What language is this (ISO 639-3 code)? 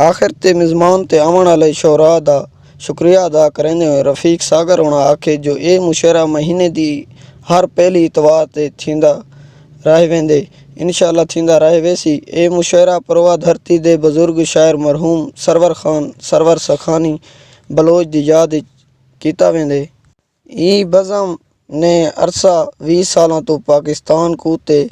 skr